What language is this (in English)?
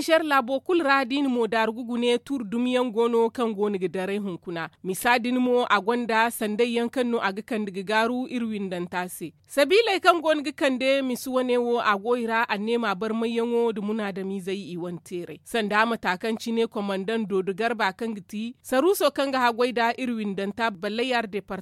Zarma